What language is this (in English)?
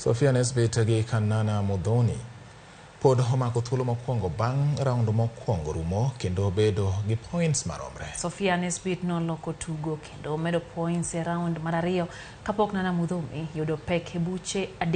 Luo (Kenya and Tanzania)